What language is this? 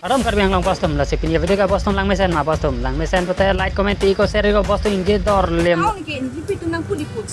Karbi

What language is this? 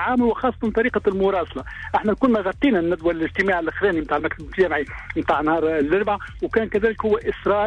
Tunisian Arabic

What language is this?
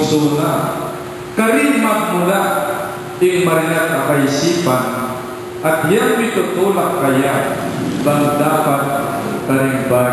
Pampanga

